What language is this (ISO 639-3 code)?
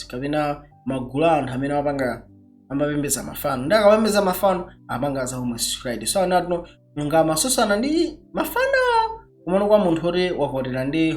nya